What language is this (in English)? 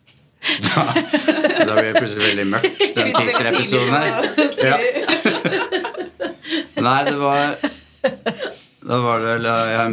Norwegian